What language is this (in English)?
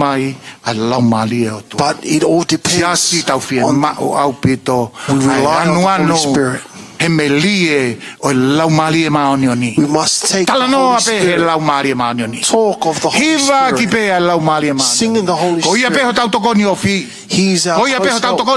Tongan